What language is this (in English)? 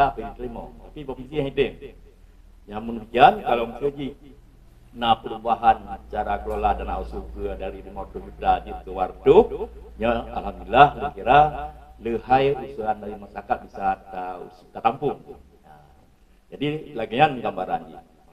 Achinese